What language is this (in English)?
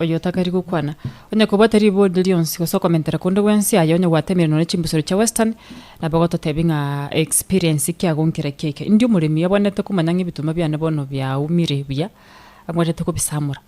Gusii